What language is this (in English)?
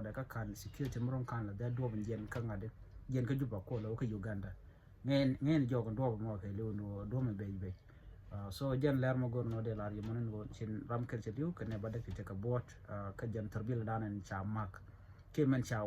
Nuer